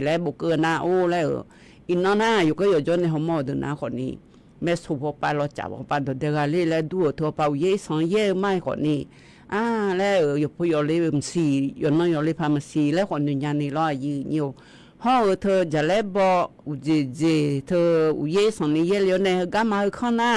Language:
Akha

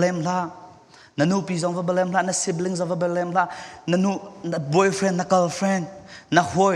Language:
Falam Chin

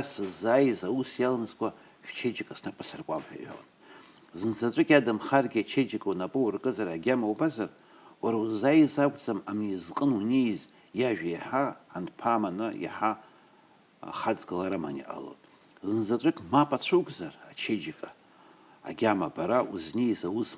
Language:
Abkhazian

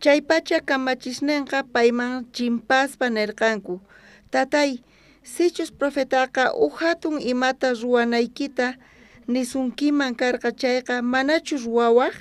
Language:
South Bolivian Quechua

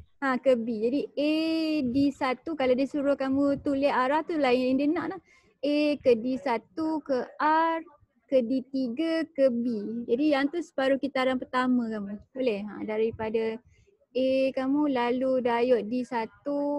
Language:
Malay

